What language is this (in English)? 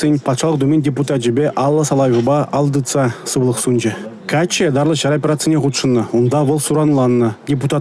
Chuvash